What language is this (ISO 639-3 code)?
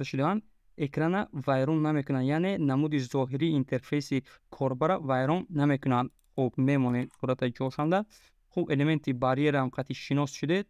tgk